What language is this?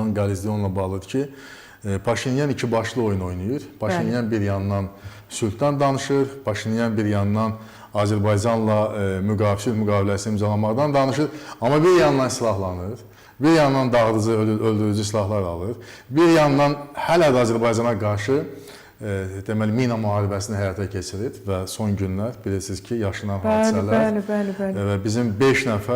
Azerbaijani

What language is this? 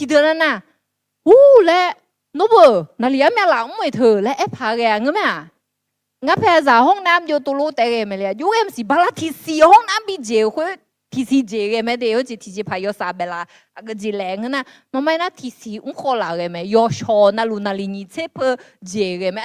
Akha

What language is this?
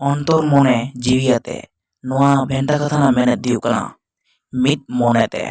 Santali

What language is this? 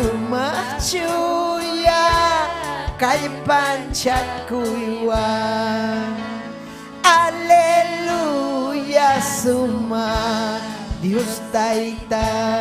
Ayacucho Quechua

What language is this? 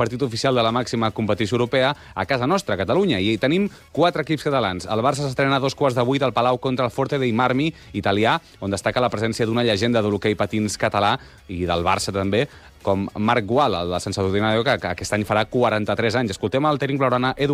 Catalan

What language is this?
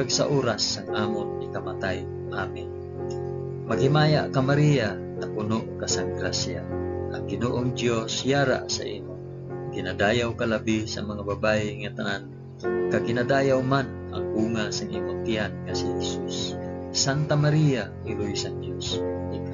Hiligaynon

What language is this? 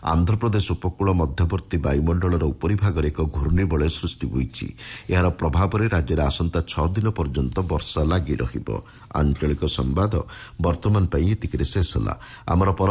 Odia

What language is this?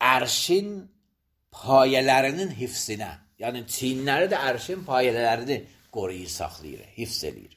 Azerbaijani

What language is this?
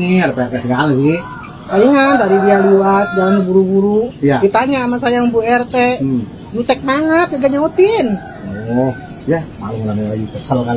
Betawi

